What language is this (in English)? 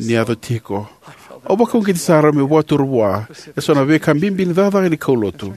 Fijian